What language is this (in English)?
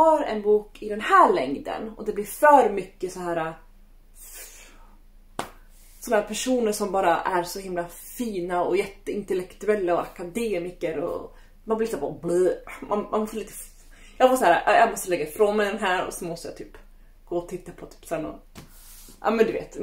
Swedish